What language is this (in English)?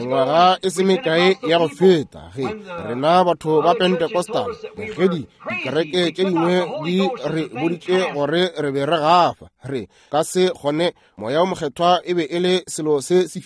Northern Sotho